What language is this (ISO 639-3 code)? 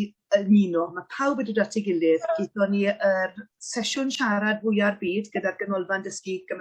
cym